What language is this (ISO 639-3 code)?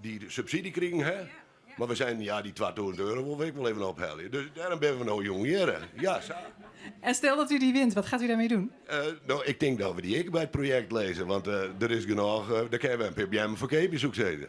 fry